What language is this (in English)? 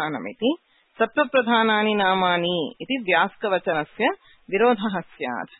Sanskrit